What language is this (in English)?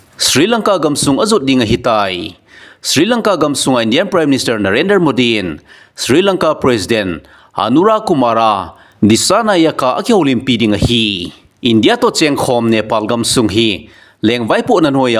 Thado Chin